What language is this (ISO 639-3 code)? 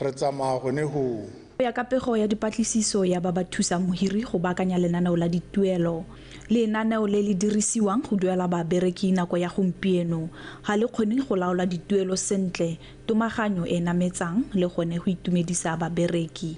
tsn